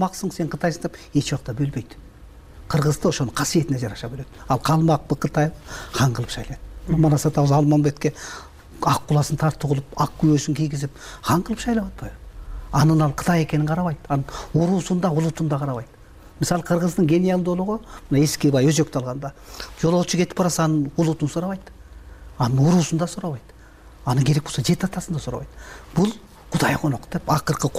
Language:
Kyrgyz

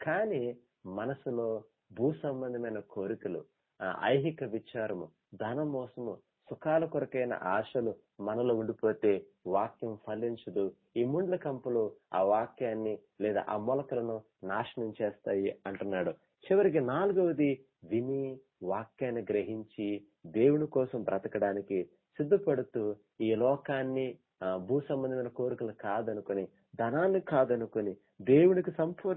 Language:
Telugu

